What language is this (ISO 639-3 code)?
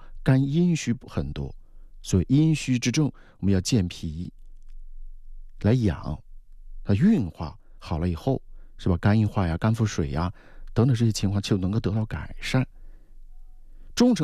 zho